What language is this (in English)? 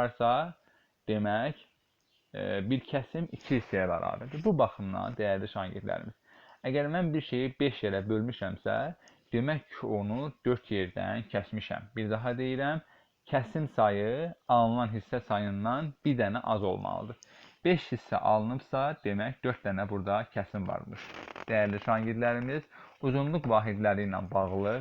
Azerbaijani